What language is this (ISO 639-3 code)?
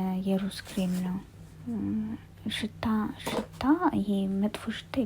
amh